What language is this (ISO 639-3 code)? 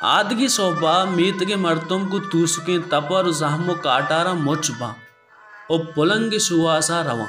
bal